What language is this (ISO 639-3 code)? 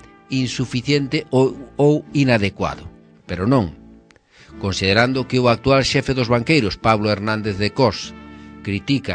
glg